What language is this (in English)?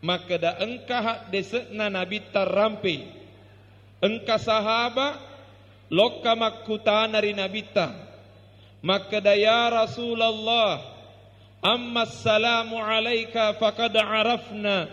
Buginese